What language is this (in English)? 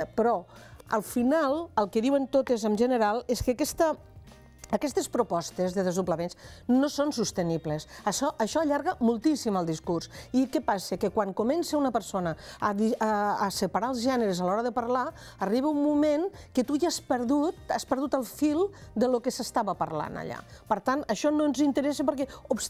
Catalan